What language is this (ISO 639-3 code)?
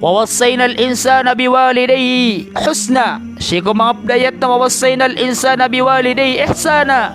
mrw